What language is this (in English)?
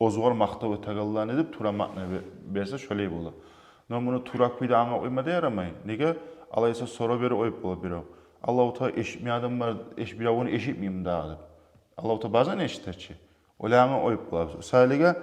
Kumyk